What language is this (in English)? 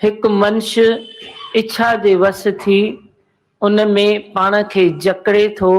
Sindhi